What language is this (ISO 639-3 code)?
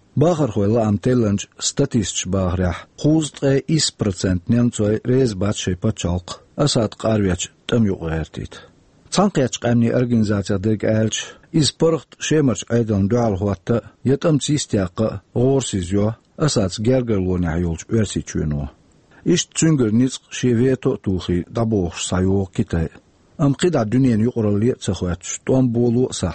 che